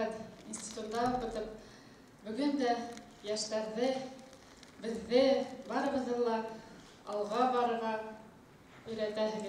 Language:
Bashkir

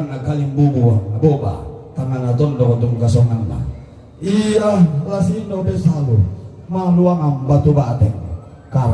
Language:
Toraja-Sa'dan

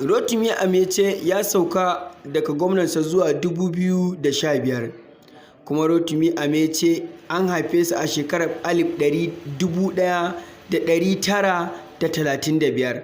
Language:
Hausa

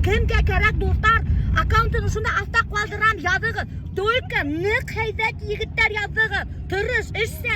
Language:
Bashkir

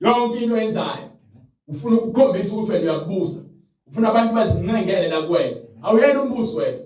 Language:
Zulu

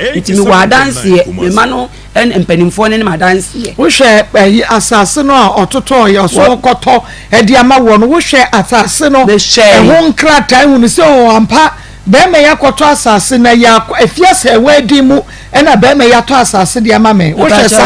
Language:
Akan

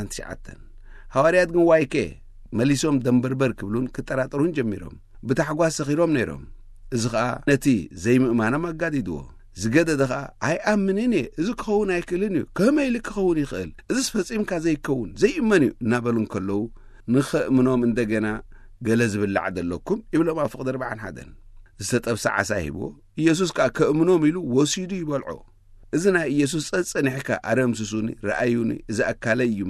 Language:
Tigrinya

